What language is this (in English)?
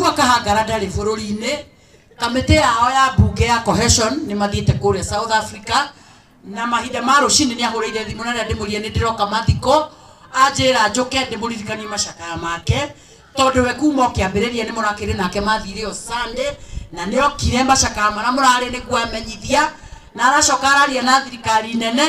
Kikuyu